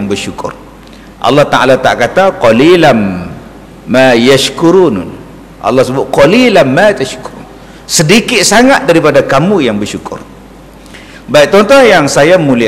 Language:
Malay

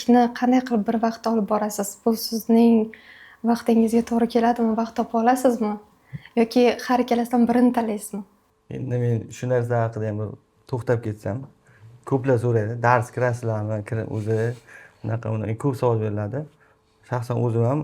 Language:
Uzbek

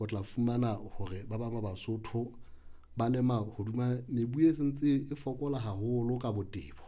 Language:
Southern Sotho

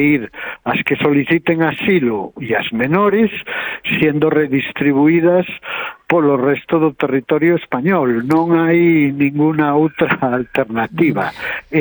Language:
Galician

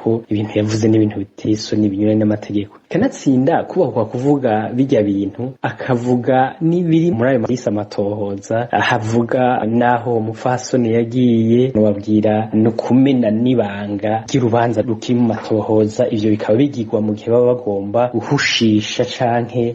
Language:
Rundi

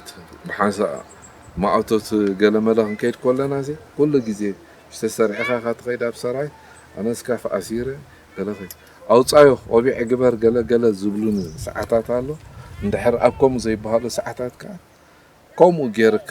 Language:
Tigrinya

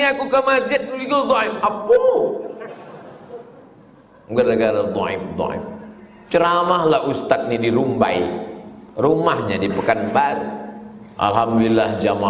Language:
Indonesian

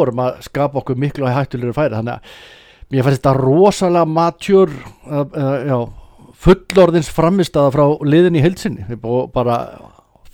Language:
Icelandic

